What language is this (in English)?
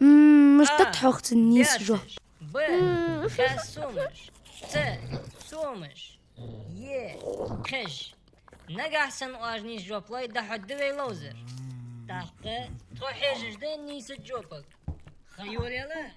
Ingush